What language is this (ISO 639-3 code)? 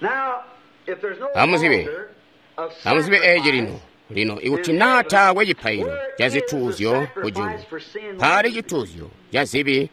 toi